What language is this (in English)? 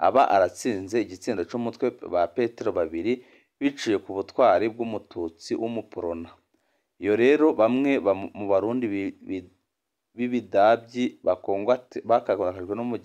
Rundi